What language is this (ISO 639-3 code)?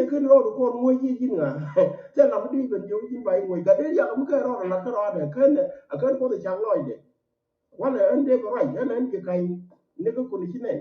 nus